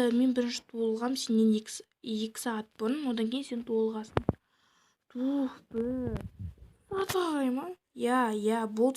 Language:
Kazakh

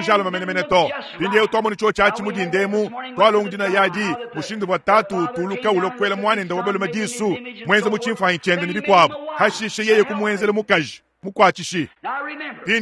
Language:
Luba-Lulua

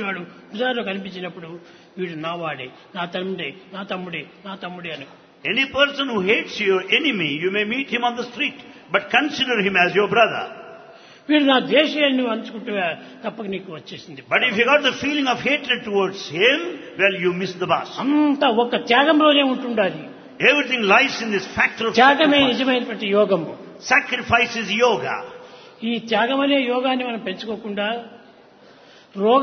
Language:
Telugu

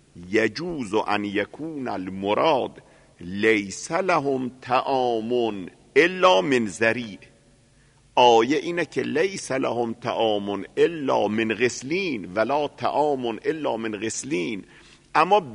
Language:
Persian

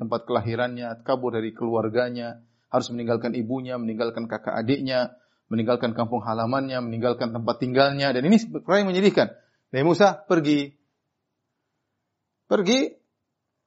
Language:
Indonesian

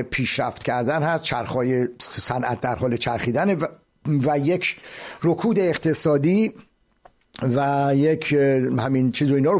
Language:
Persian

